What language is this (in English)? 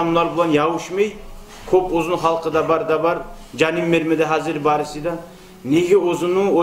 Kumyk